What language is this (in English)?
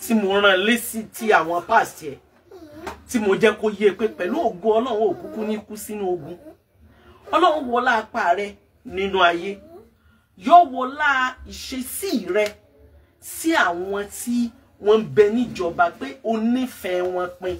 Yoruba